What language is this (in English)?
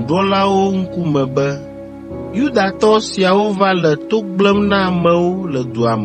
Ewe